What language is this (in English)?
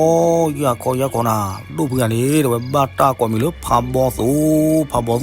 S'gaw Karen